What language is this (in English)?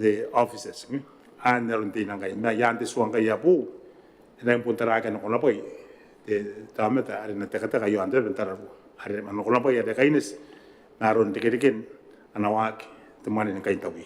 Gilbertese